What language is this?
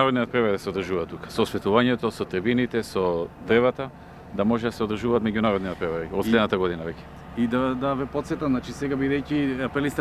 Macedonian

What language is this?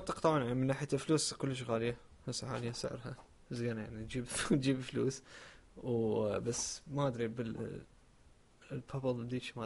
Mesopotamian Arabic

